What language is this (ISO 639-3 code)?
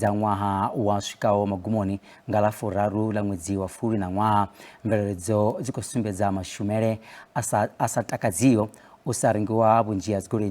ven